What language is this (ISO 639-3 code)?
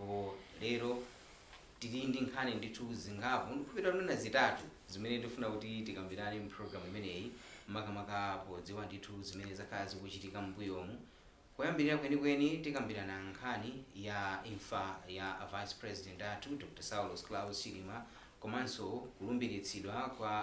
nya